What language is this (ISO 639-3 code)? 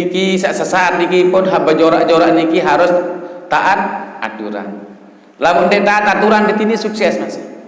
sas